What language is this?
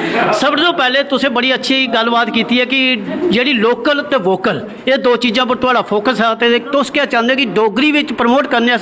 Dogri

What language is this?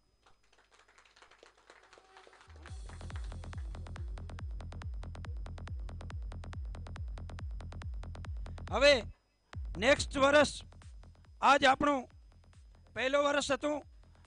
Gujarati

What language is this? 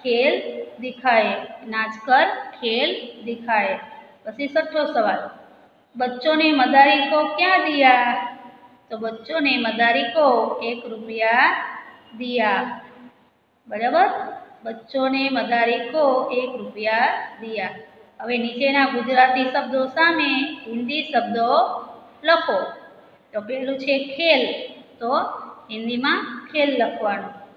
Gujarati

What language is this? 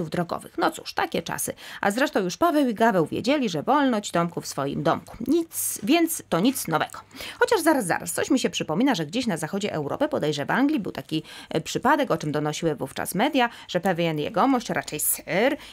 Polish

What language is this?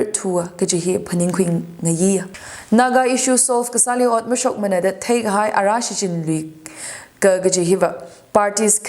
Tangkhul Naga (India)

